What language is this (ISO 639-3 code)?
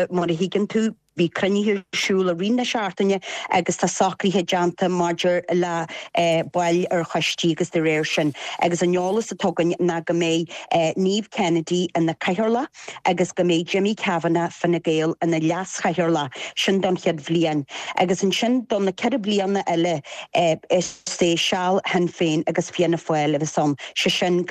gle